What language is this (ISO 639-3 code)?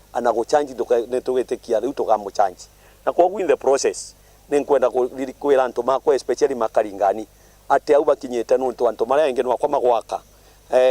mer